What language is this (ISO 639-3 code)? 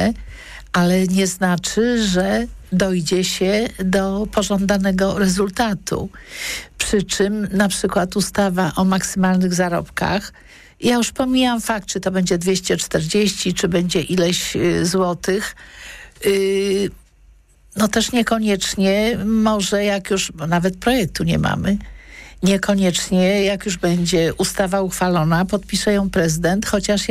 pol